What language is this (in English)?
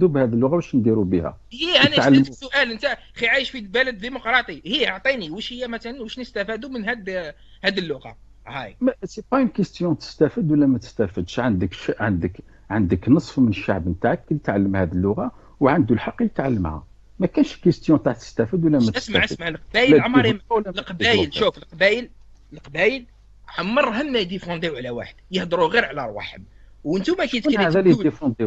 Algerian Arabic